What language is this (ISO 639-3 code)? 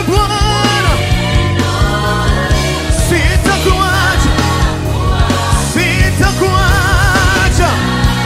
swa